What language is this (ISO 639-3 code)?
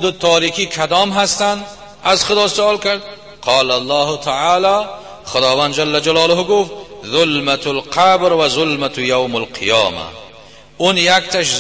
tgk